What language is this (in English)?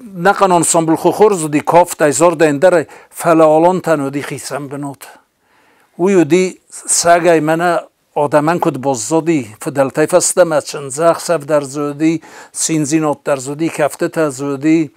Ossetic